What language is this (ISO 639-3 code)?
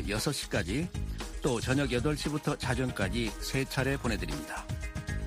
kor